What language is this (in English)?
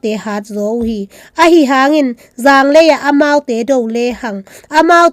Tedim Chin